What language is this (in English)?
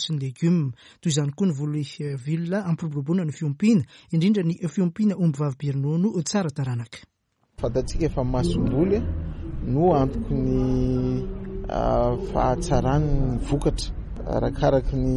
Malagasy